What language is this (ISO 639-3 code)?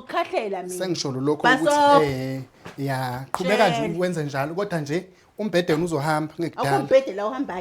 zul